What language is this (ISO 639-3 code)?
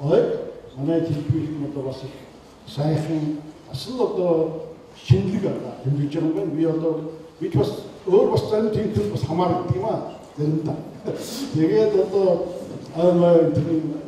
mon